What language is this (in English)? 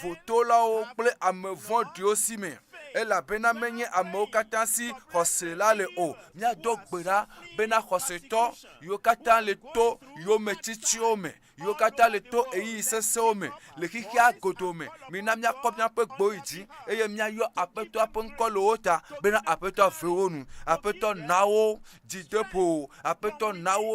Ewe